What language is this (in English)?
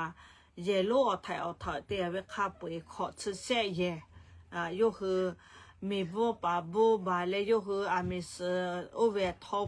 Lahu